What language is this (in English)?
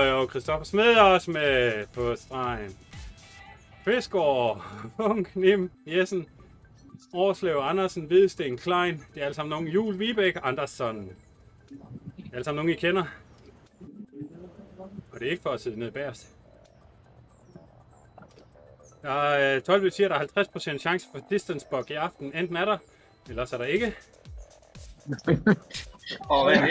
Danish